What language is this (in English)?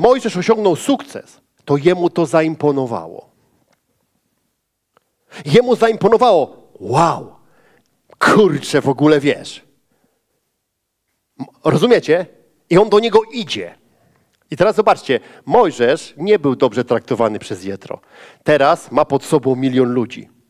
Polish